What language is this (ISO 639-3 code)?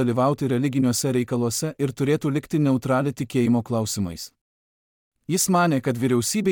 lit